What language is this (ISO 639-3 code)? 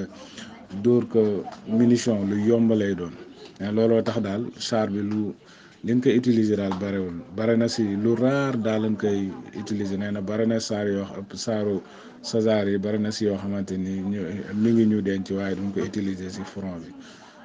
wol